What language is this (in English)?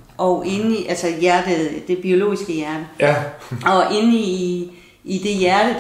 Danish